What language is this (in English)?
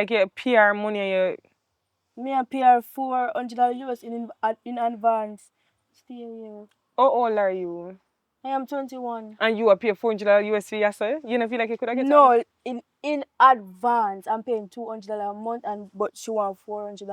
Jamaican Creole English